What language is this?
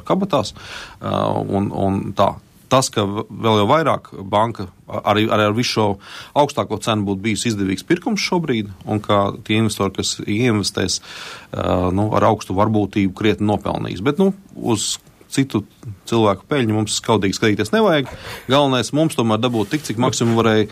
Latvian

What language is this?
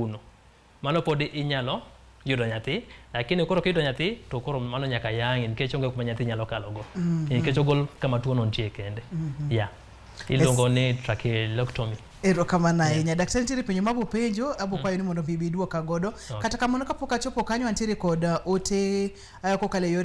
Luo (Kenya and Tanzania)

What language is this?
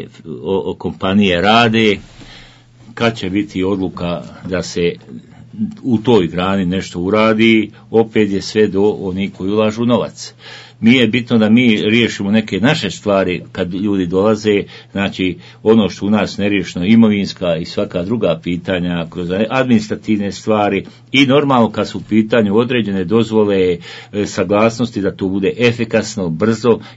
Bosnian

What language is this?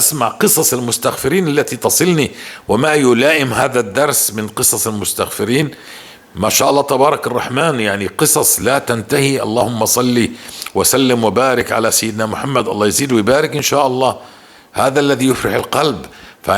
North Levantine Arabic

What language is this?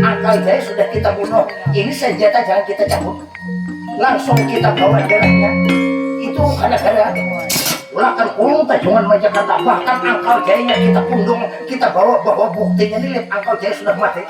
Banjar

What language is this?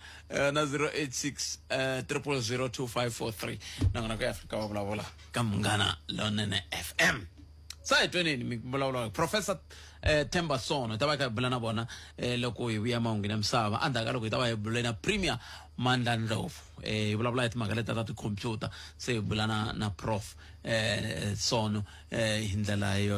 Tsonga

